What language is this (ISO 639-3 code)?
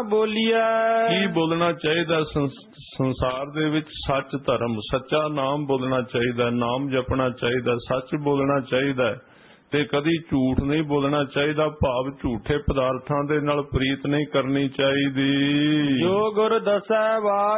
pan